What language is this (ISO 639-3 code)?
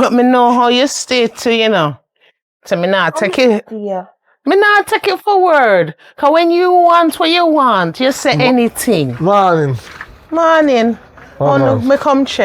jam